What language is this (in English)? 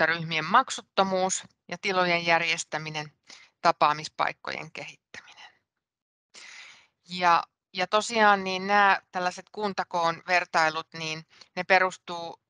Finnish